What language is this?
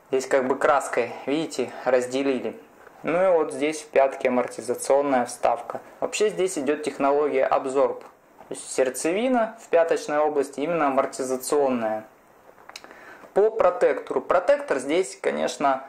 Russian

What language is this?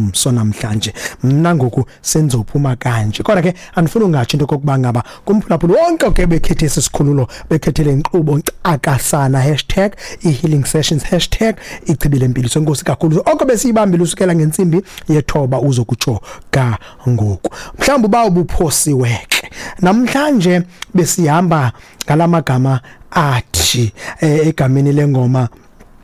Xhosa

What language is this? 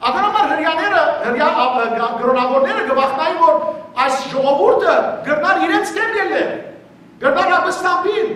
Western Armenian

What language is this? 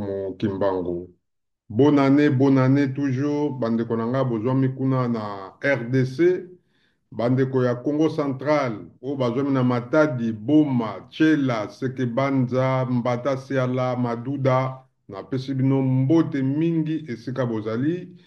Lingala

